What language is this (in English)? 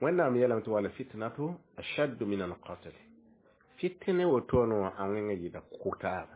Mossi